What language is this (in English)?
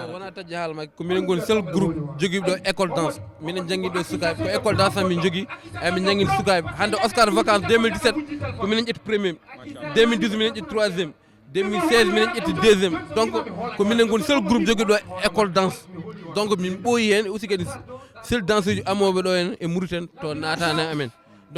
Fula